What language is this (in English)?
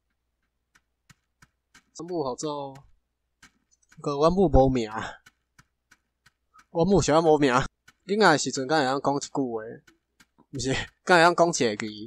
Min Nan Chinese